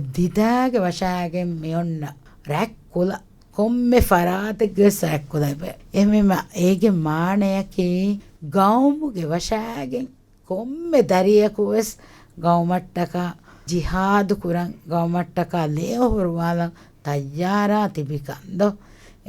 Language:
Divehi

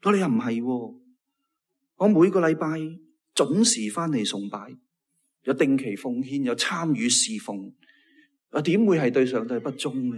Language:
Cantonese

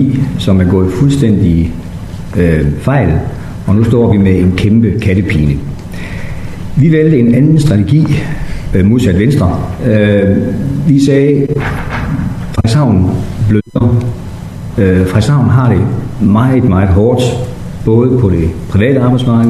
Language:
Danish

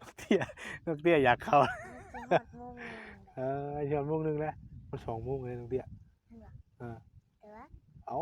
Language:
Northeastern Thai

